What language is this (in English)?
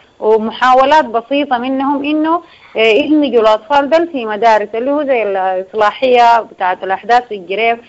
Sudanese Arabic